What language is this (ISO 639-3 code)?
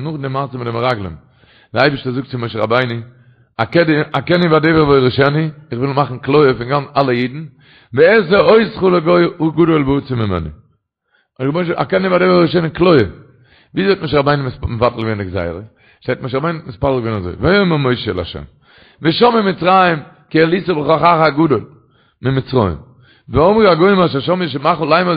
yid